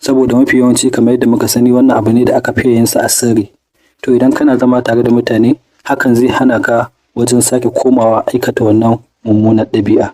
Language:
Hausa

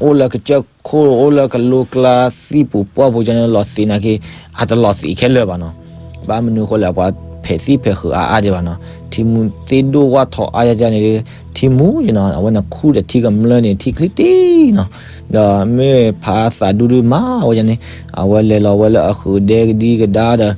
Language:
S'gaw Karen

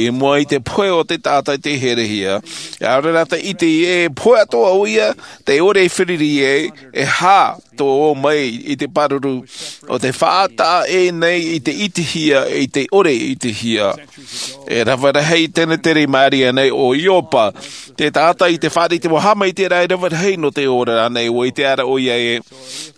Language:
Tahitian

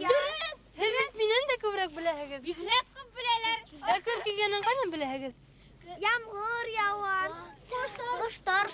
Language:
Bashkir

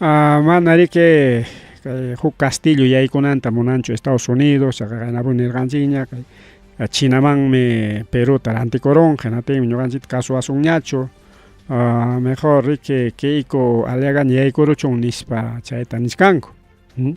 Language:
Ayacucho Quechua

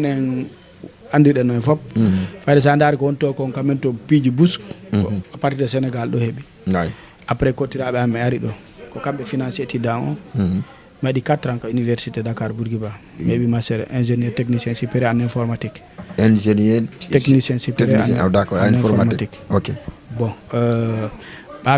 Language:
Fula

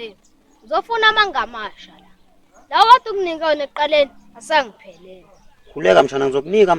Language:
Zulu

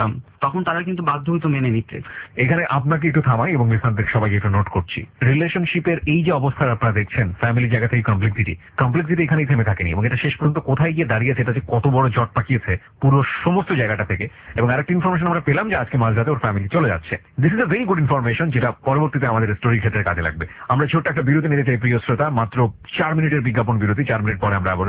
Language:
Bangla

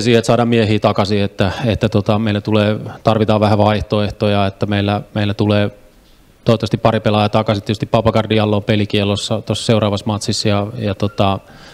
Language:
Finnish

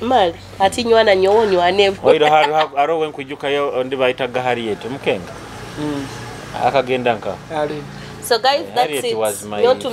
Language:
Nyoro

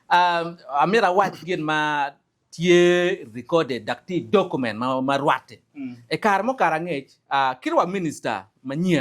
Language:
Acoli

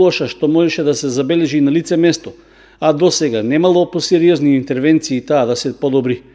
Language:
Macedonian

